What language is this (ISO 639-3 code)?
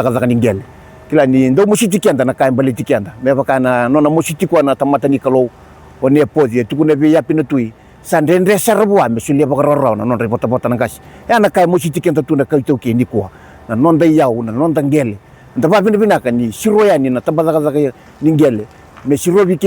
fij